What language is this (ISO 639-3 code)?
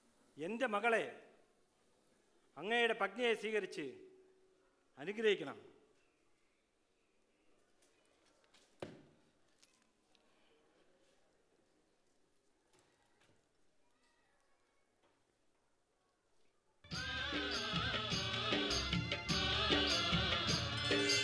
mal